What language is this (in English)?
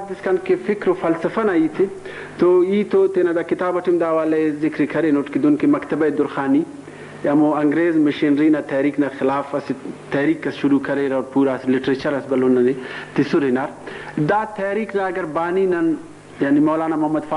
Brahui